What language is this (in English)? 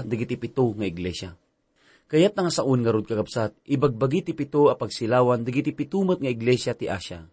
Iloko